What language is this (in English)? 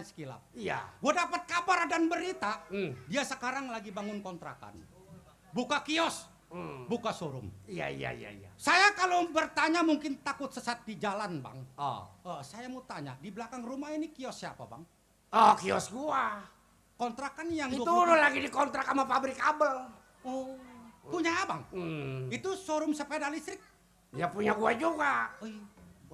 Betawi